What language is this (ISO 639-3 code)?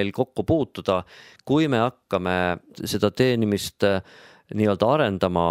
est